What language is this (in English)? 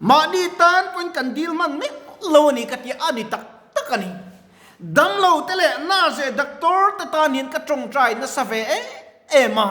Mizo